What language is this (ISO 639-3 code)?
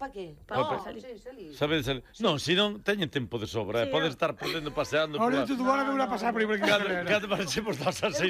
glg